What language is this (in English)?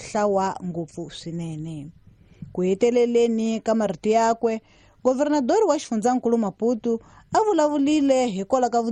Tsonga